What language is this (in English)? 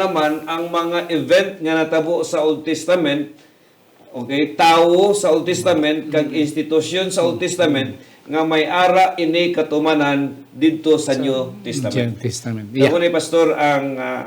Hiligaynon